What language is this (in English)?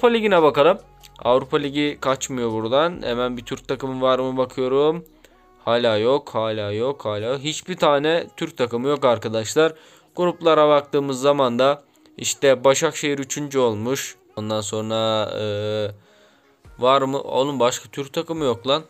Turkish